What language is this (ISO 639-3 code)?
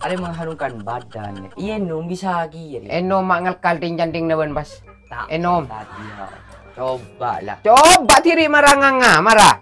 mad